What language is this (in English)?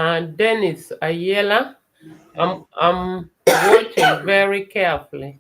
Acoli